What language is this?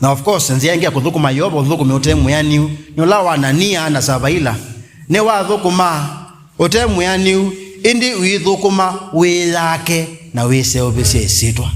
Kamba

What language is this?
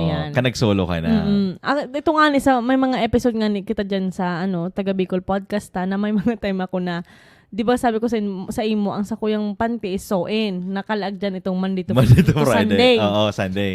Bikol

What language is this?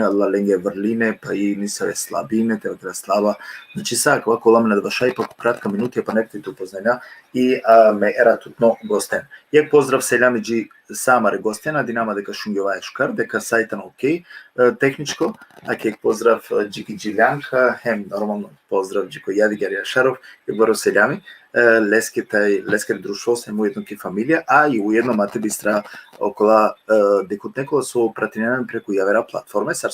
Balkan Romani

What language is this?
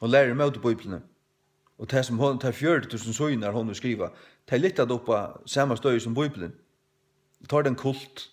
Faroese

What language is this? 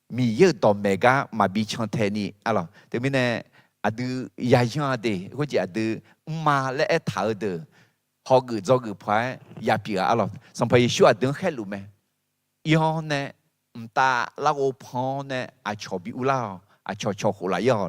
Akha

